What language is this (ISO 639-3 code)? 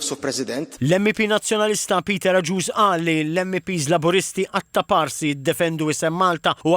mlt